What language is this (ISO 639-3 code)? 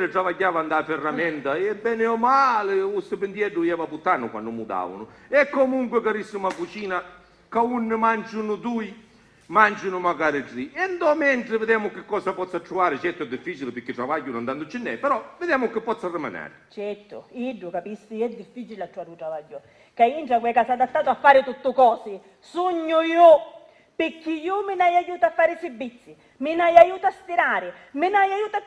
scn